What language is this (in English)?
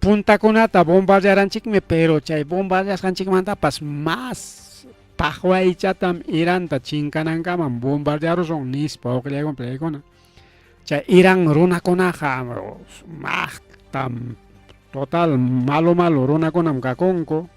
Ayacucho Quechua